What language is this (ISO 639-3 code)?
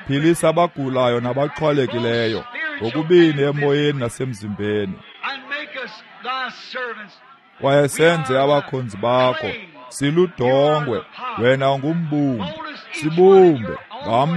xho